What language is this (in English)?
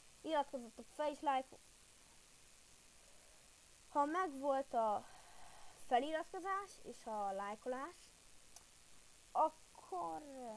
Hungarian